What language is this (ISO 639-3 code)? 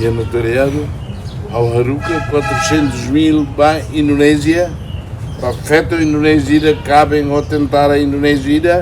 tet